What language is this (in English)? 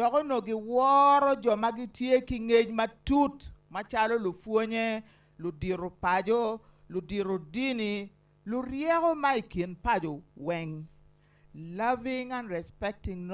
Acoli